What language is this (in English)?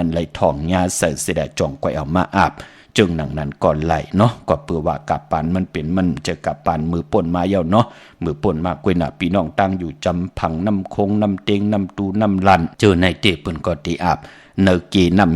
Shan